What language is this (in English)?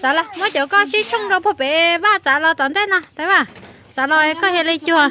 Hmong